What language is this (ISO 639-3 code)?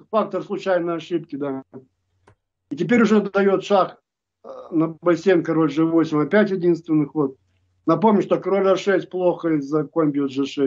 rus